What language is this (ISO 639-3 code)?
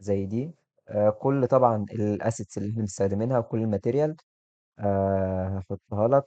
arz